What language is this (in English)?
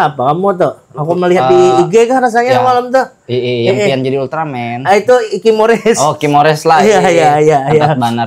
Banjar